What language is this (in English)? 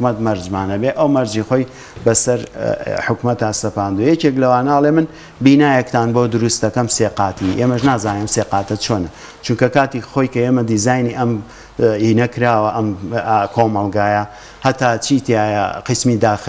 Central Kurdish